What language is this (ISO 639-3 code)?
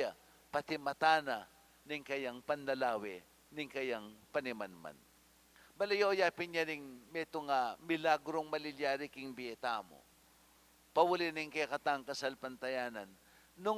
pam